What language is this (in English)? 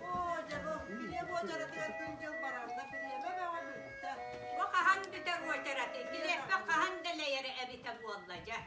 Yakut